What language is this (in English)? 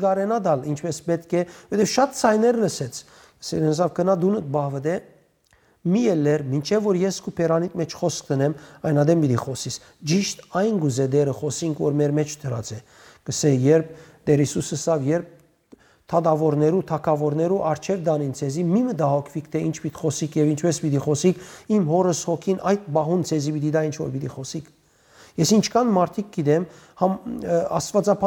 Western Armenian